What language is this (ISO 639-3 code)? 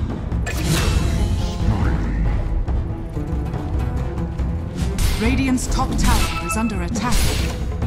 eng